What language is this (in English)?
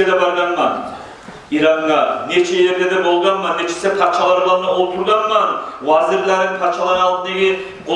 Kumyk